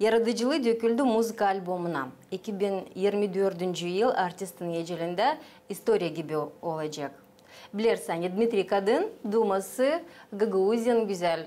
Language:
Gagauz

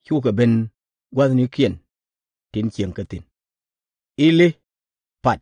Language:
Nuer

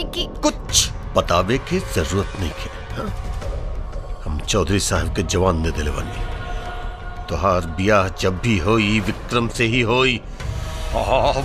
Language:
Bhojpuri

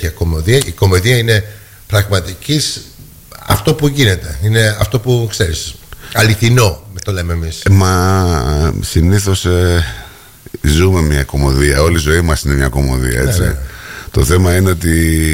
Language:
Greek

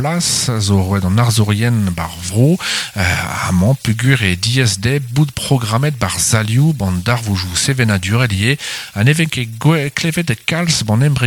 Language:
Breton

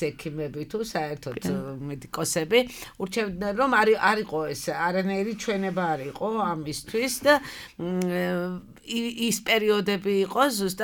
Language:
Georgian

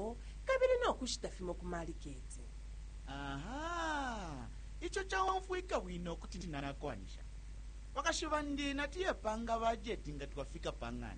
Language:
Bemba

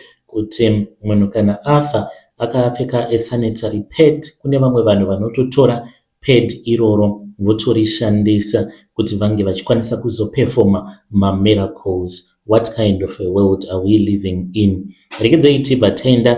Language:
Shona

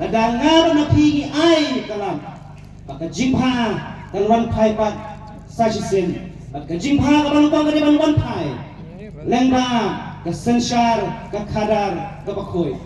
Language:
Khasi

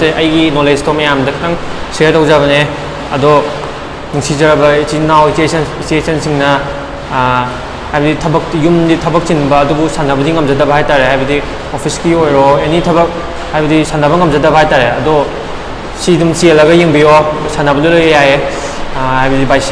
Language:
Manipuri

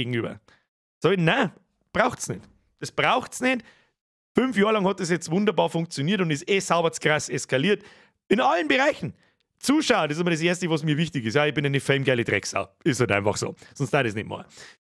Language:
Bavarian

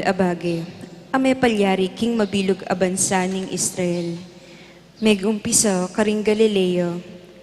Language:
Pampanga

